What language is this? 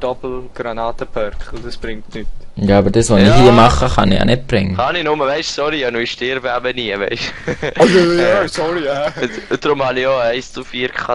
Swiss German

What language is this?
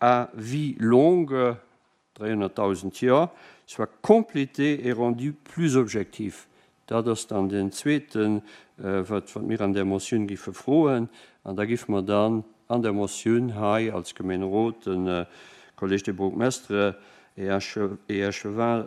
Luxembourgish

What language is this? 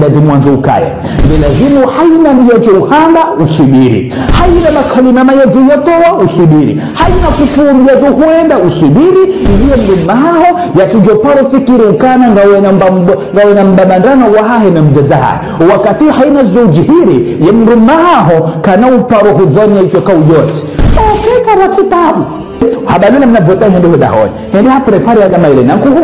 Ngazidja Comorian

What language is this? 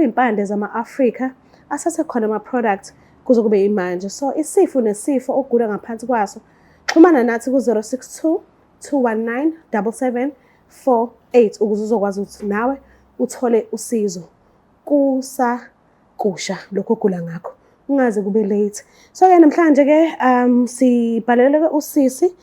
Zulu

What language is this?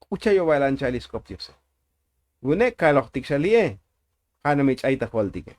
Tzotzil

